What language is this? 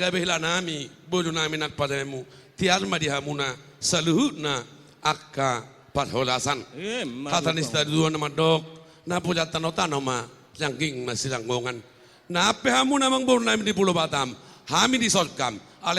Batak Toba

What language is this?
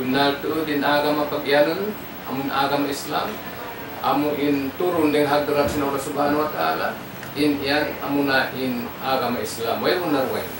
Tausug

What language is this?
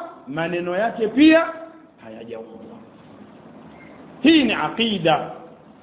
Swahili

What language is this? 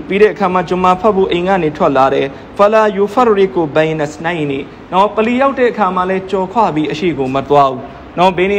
Burmese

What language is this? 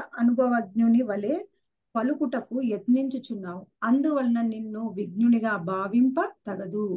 Telugu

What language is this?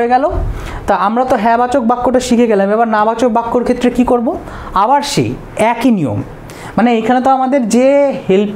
Bangla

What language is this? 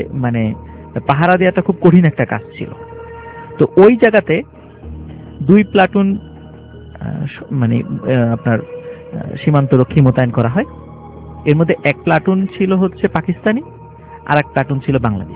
Bangla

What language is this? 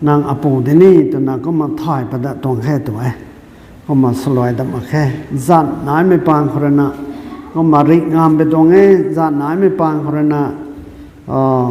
Rongmei Naga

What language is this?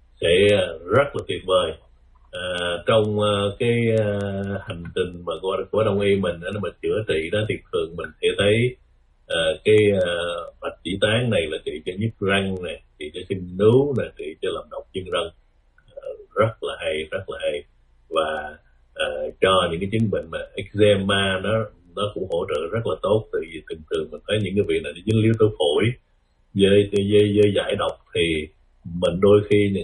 Vietnamese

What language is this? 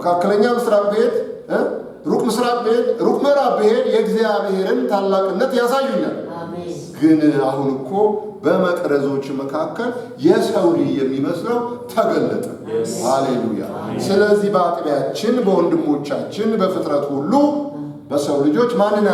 Amharic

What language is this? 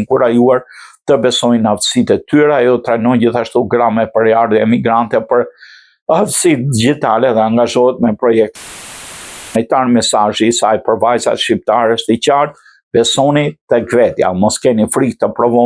Albanian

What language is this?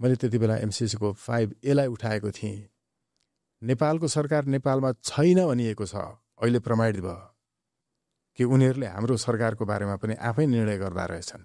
Nepali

